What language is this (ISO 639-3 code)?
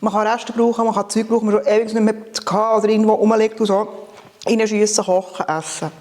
gsw